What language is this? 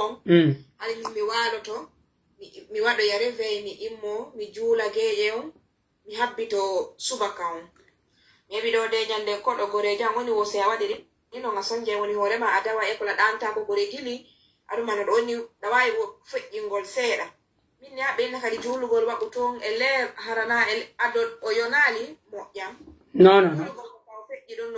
Pular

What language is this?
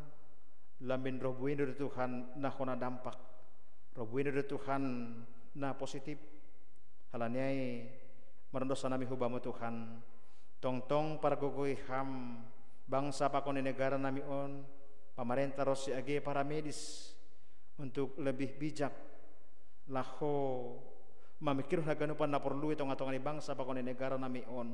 Batak Simalungun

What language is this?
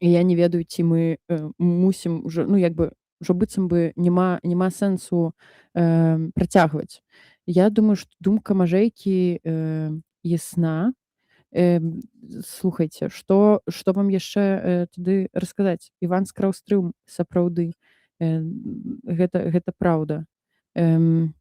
Belarusian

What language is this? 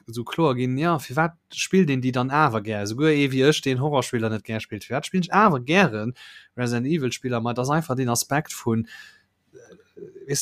Luxembourgish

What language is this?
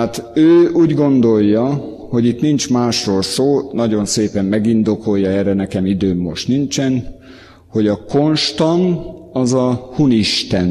Hungarian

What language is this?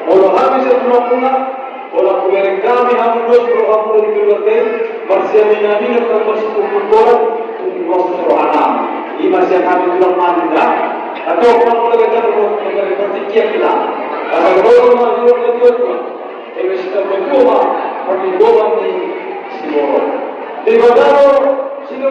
Batak Toba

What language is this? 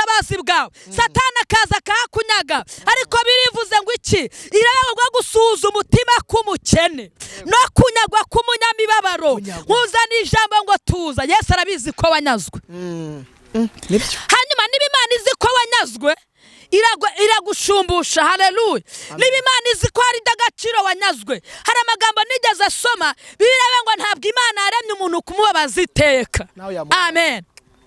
Kinyarwanda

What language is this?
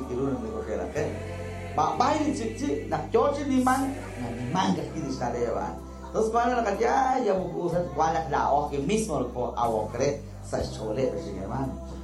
Kekchí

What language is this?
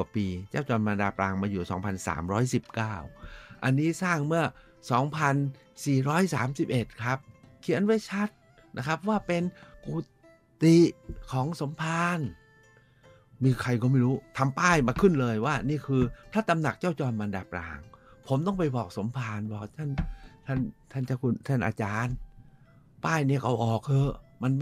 Thai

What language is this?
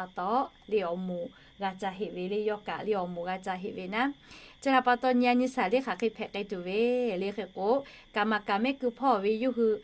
Lahu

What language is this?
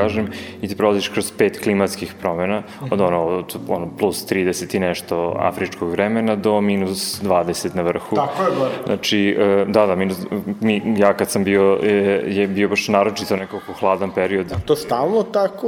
Serbian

